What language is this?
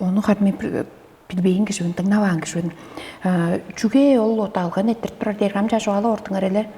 Tuvinian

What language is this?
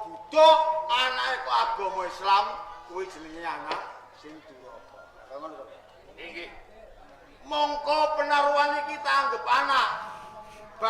Javanese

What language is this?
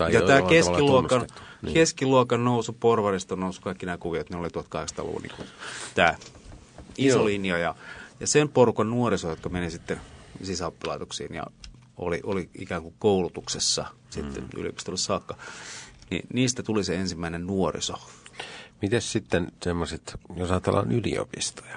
Finnish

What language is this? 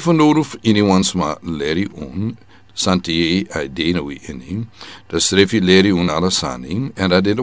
Sranan Tongo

